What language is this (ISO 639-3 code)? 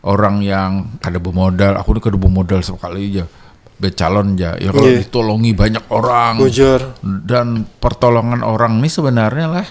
bjn